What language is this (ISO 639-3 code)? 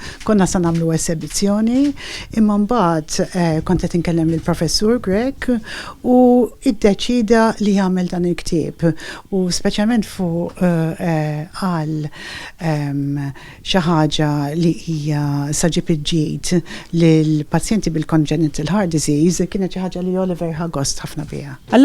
mlt